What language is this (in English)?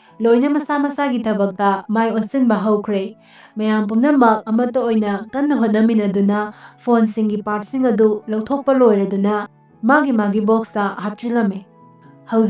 Manipuri